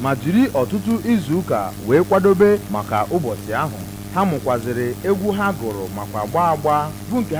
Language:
Igbo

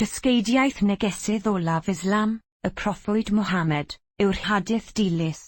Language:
Welsh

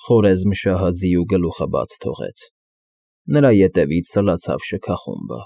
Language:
Armenian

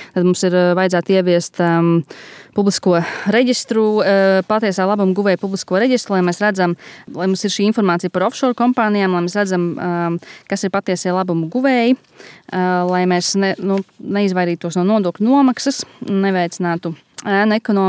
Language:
Latvian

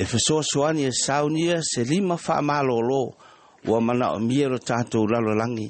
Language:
Samoan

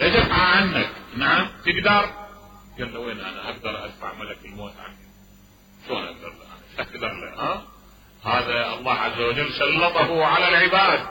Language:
Mesopotamian Arabic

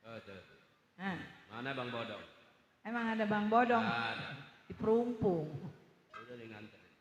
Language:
Betawi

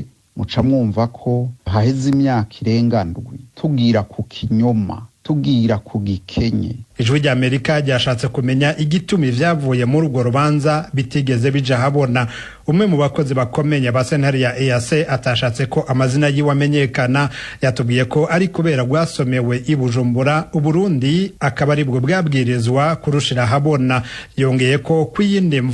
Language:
Rundi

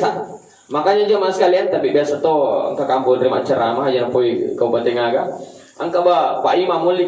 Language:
Buginese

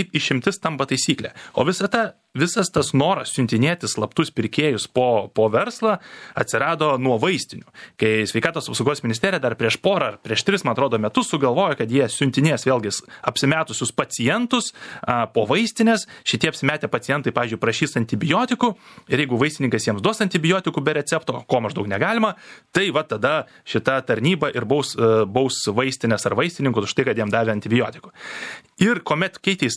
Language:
Lithuanian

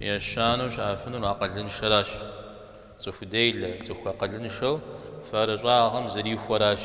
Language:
Kabardian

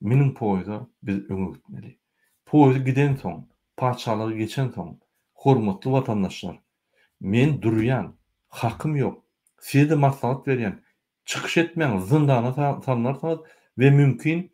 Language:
Turkmen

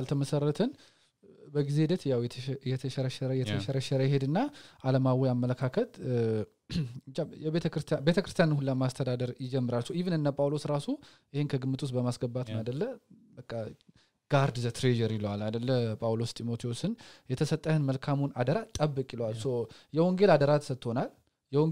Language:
Amharic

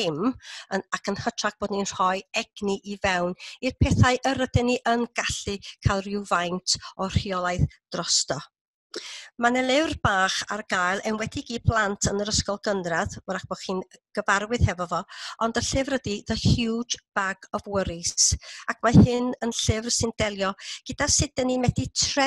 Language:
Welsh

